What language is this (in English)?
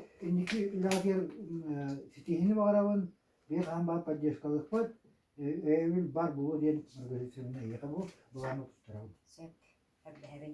Yakut